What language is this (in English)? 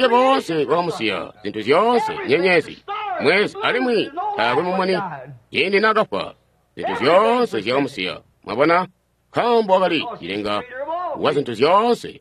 Tonga (Zambia)